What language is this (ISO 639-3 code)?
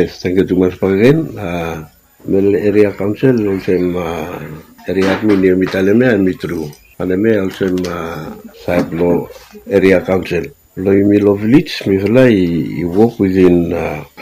bis